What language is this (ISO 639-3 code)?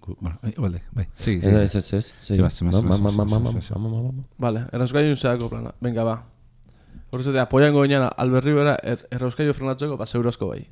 eus